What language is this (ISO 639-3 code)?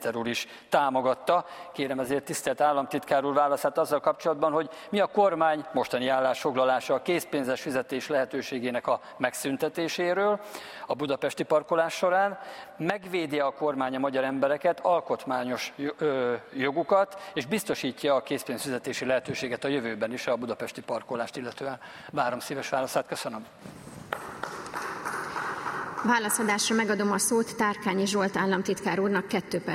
hun